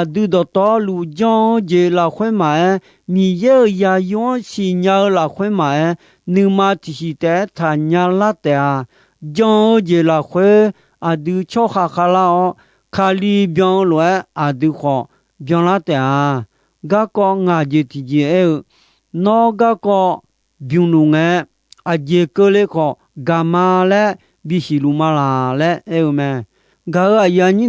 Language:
Akha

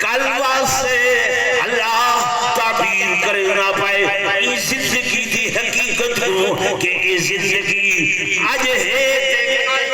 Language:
Saraiki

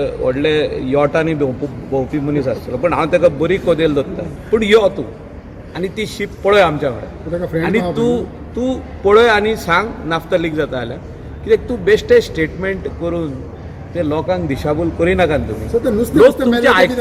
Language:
Konkani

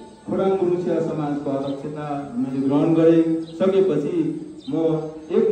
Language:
Nepali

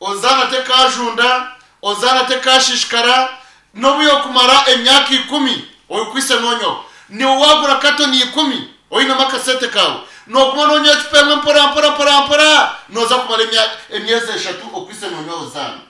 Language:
Nyankole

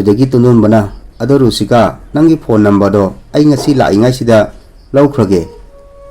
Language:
Manipuri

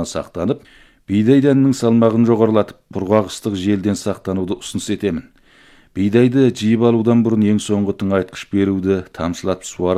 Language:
Kazakh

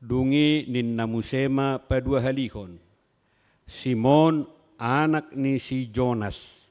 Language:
Batak Toba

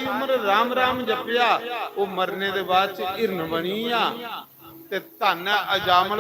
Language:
Dogri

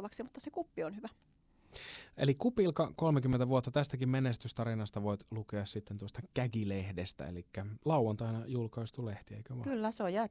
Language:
Finnish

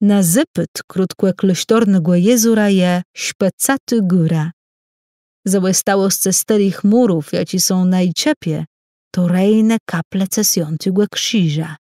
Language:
Kashubian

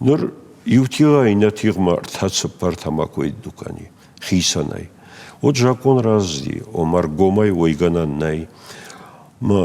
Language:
Ossetic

